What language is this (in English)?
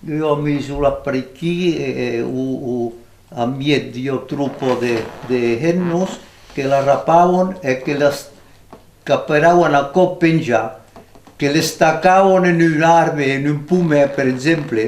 Occitan